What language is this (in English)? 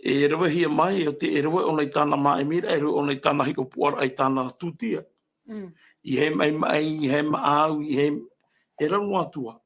Tahitian